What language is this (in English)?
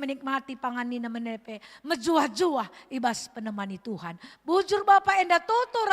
Batak Karo